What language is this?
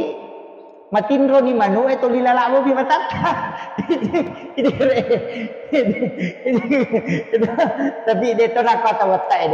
Buginese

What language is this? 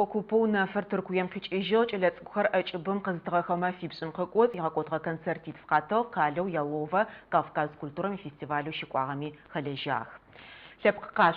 Adyghe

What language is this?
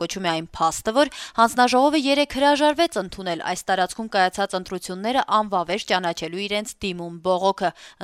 Armenian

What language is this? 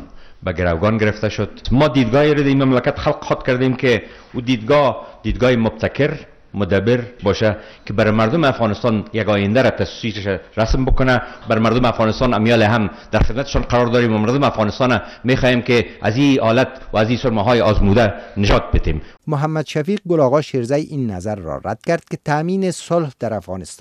Persian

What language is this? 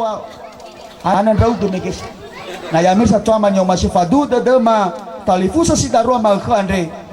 Nias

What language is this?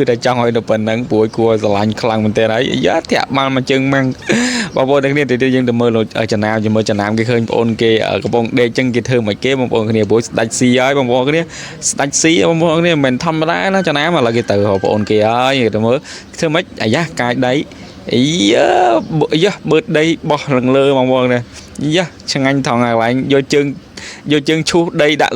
Khmer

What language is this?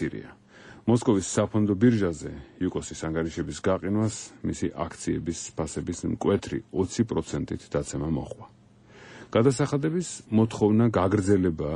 Georgian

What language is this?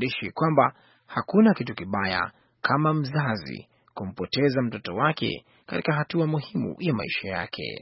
Swahili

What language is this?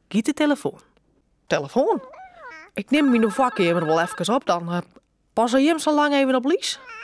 Western Frisian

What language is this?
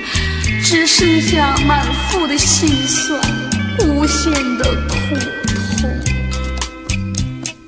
Chinese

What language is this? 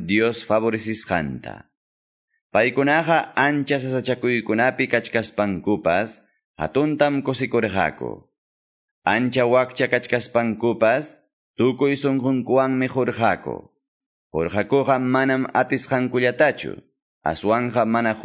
Quechua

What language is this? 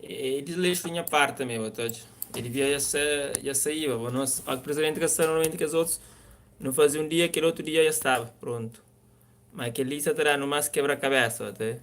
Kabuverdianu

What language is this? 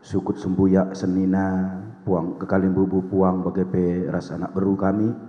Batak Karo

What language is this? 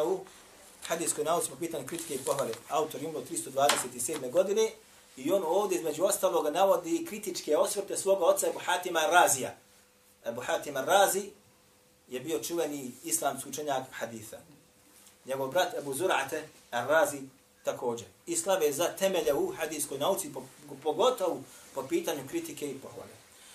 Bosnian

